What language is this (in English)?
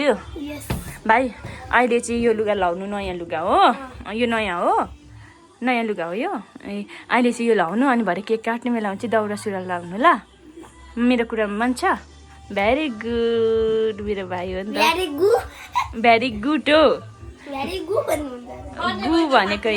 Nepali